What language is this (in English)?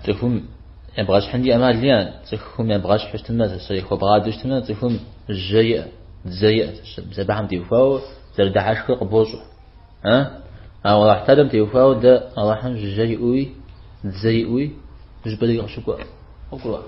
Kabardian